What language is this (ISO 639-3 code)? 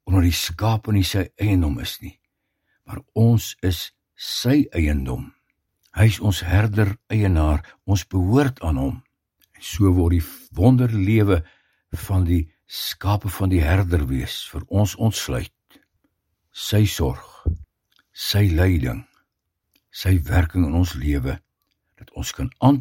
afr